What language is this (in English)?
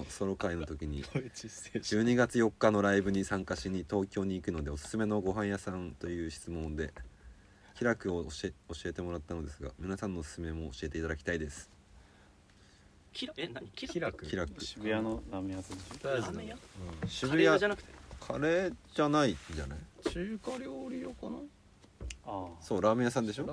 Japanese